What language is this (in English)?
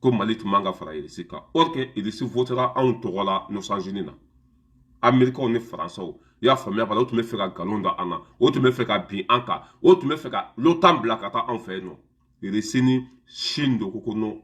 Bambara